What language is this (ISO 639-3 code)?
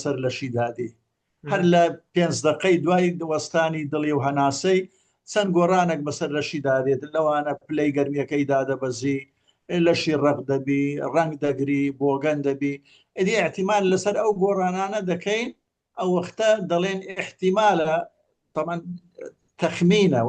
ckb